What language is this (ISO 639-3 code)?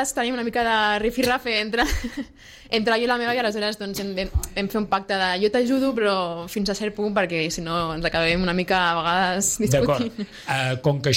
cat